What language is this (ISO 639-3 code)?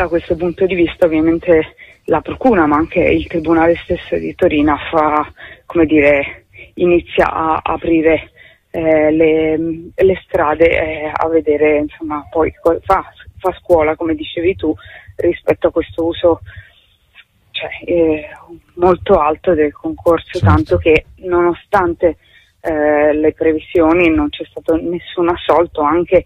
ita